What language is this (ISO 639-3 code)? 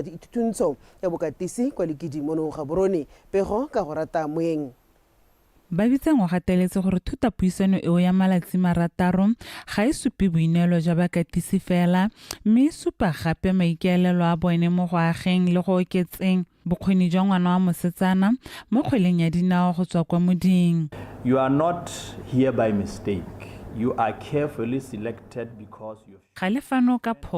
tsn